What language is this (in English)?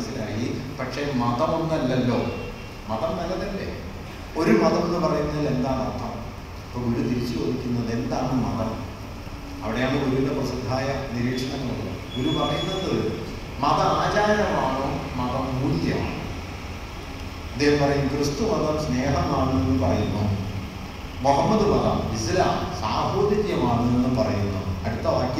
Malayalam